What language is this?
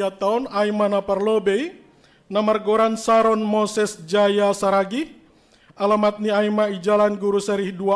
Batak Simalungun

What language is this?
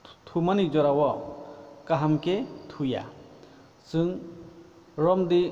Kok Borok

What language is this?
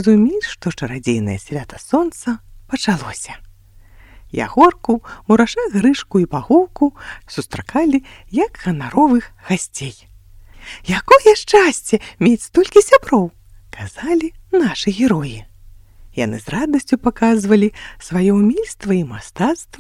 Belarusian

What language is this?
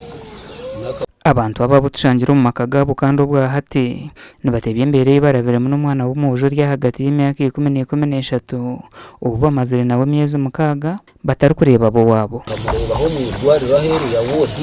Nyankole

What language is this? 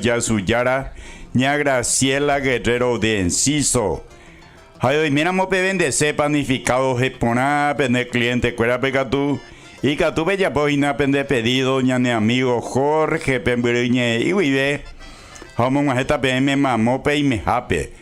Guarani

